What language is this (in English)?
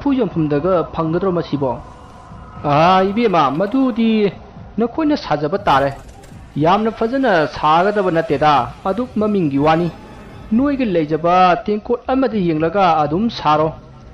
Manipuri